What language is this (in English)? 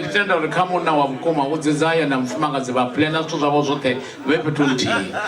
Venda